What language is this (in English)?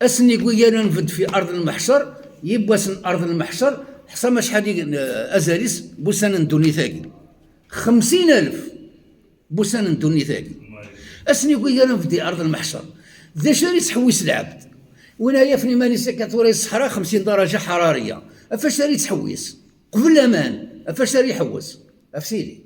Kabyle